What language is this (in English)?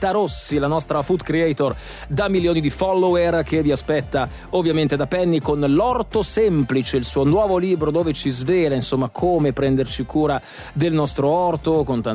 Italian